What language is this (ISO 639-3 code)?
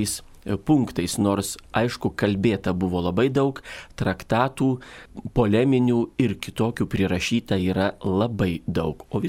lit